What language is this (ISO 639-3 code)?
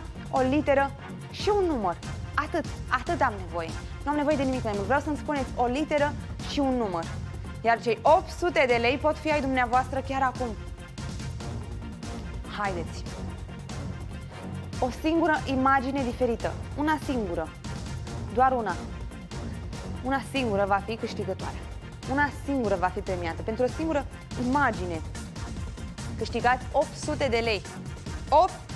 ron